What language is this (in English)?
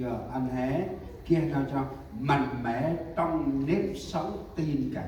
Central Mnong